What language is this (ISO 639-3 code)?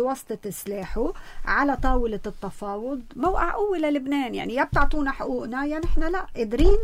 apc